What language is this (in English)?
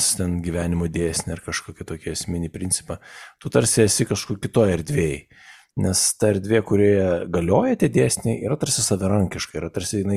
Lithuanian